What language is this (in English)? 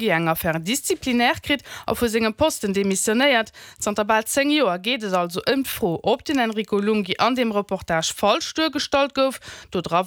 Luxembourgish